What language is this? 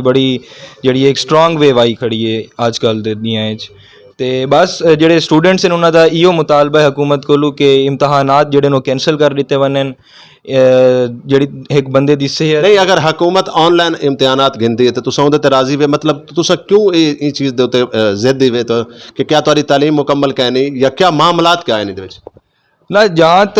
Saraiki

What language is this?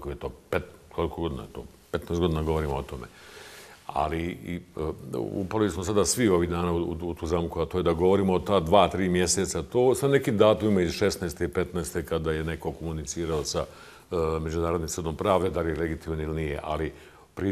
Bosnian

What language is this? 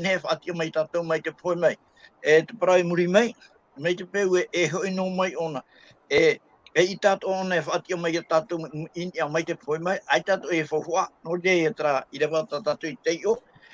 Tahitian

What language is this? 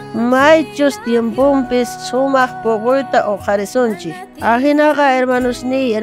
South Bolivian Quechua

